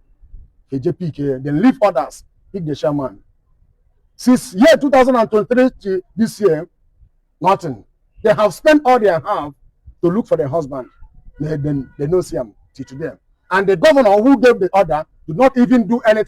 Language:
Igbo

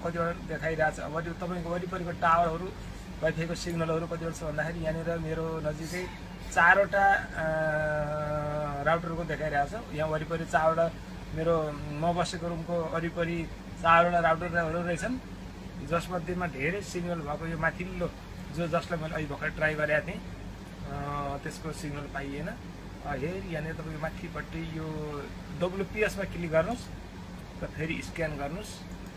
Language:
Nepali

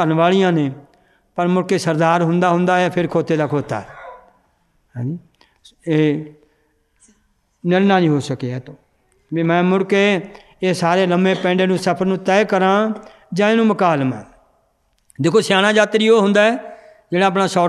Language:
Punjabi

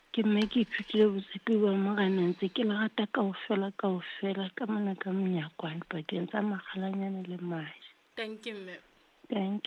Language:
Southern Sotho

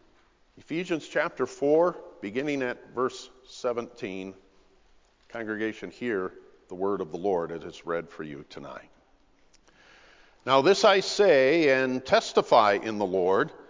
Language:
English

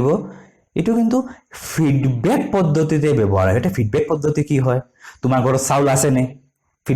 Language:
Assamese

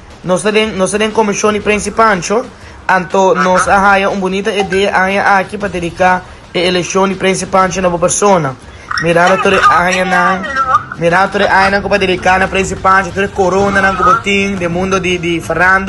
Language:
Papiamento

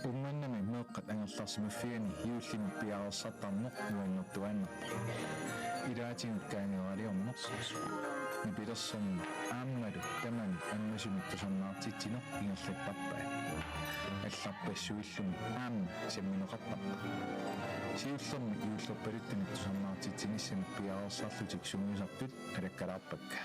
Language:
Kalaallisut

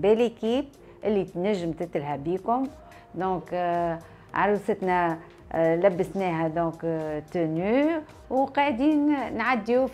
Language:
Tunisian Arabic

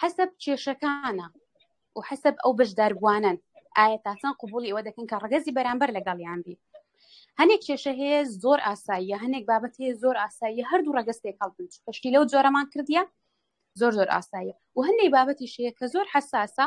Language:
Central Kurdish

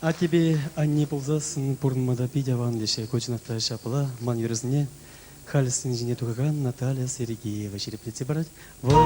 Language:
Chuvash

